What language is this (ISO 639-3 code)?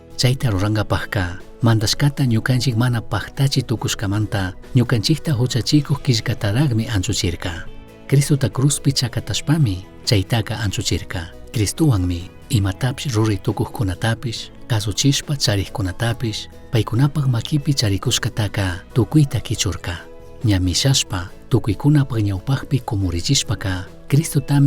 qug